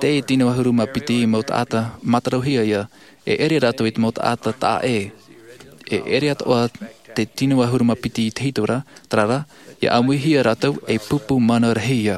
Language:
Tahitian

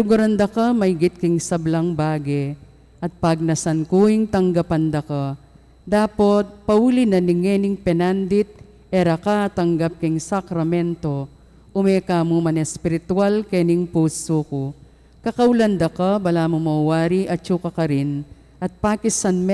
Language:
Pampanga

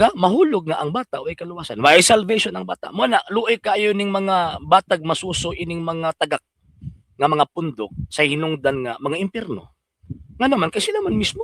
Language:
Cebuano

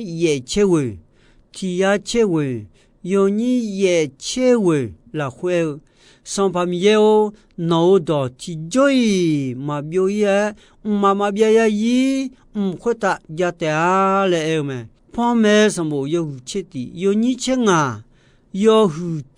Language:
Akha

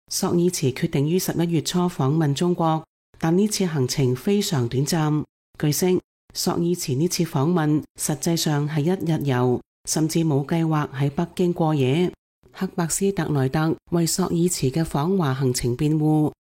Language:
Cantonese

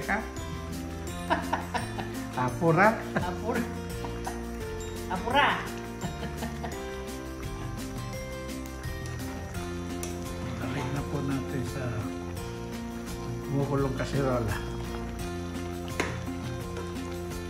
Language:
Filipino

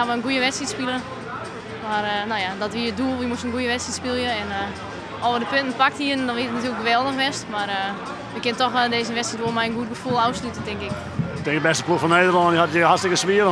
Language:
Western Frisian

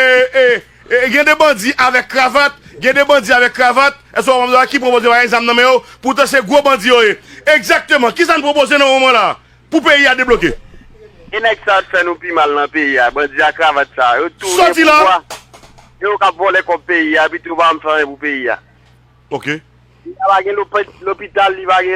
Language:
Haitian Creole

